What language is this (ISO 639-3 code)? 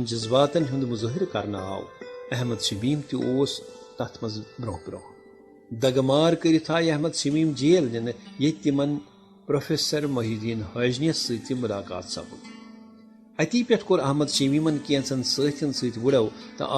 kas